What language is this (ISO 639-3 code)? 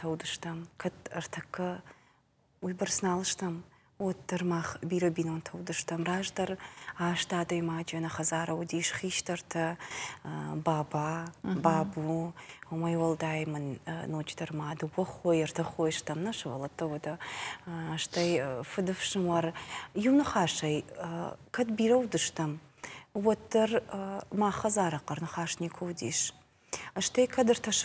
oss